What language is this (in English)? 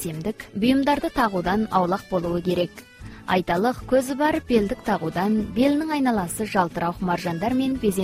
Kazakh